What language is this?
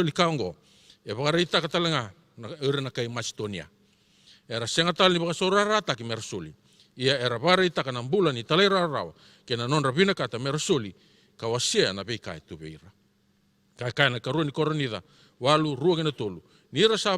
Fijian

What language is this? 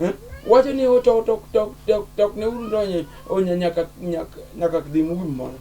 Luo (Kenya and Tanzania)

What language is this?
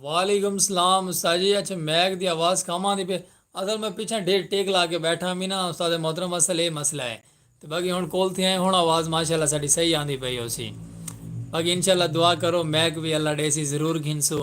Saraiki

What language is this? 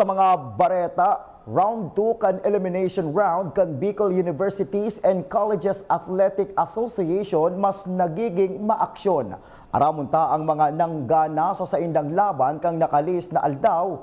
Bikol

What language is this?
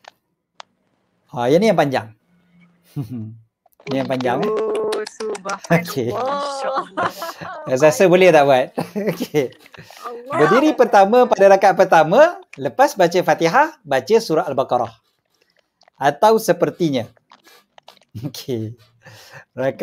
Malay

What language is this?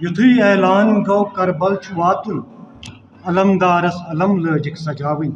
Kashmiri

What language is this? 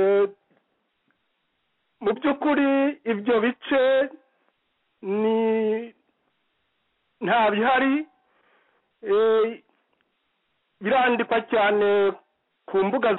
Kinyarwanda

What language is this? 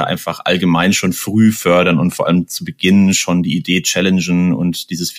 German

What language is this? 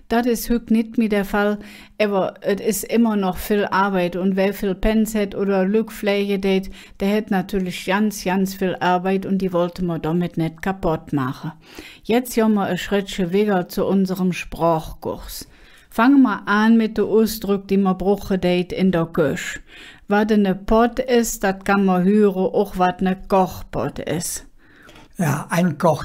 Colognian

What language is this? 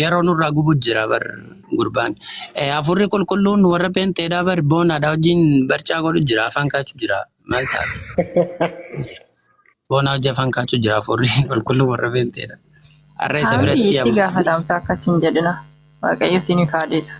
Oromo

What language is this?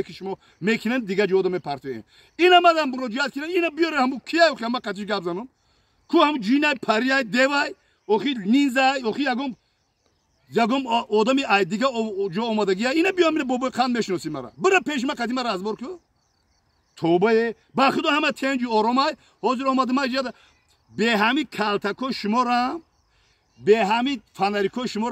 Tajik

